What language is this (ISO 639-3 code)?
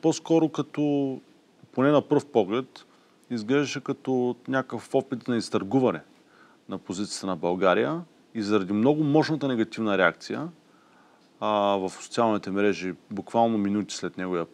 bul